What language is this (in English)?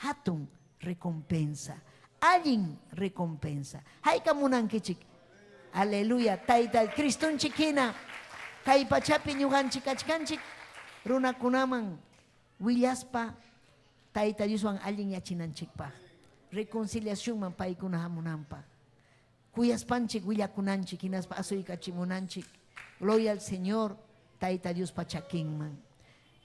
Ayacucho Quechua